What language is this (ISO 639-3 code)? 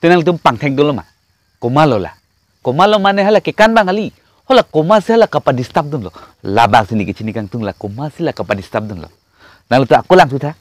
mjw